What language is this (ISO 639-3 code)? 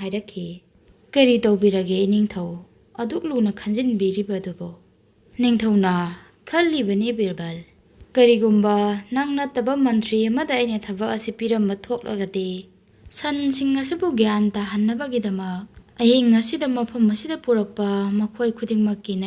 mni